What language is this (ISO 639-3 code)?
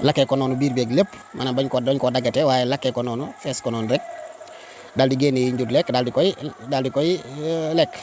wol